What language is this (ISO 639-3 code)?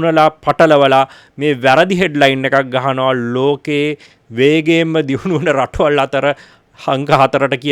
sin